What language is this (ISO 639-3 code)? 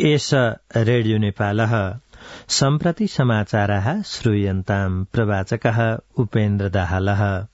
san